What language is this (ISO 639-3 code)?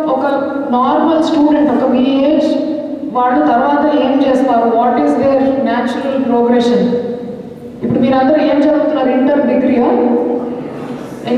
tel